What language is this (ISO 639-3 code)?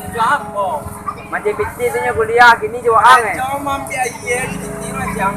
min